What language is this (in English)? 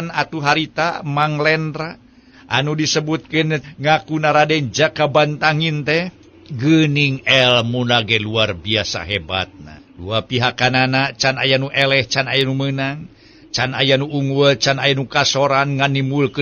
Sundanese